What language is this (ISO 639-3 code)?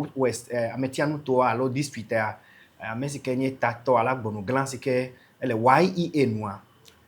ewe